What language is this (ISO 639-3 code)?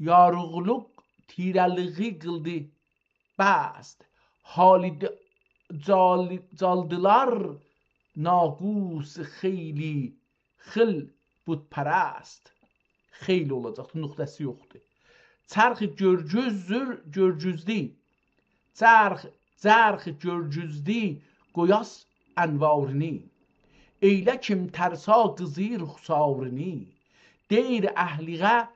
azb